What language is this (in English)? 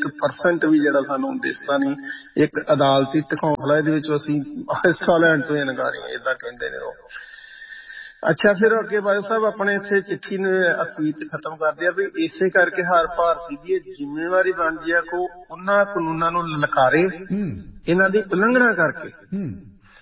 Punjabi